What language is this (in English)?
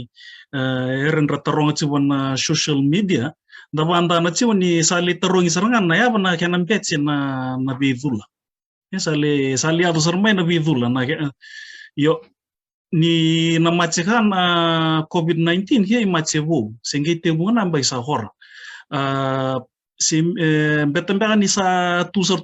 Fijian